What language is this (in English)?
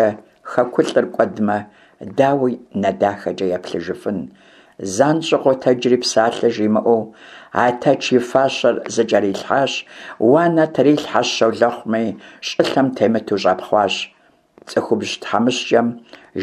Kabardian